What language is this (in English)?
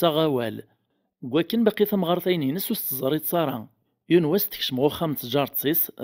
Kabyle